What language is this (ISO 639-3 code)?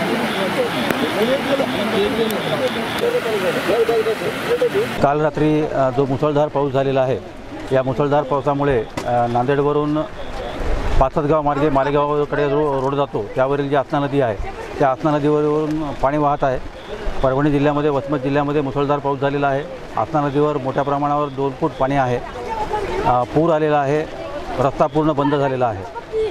mar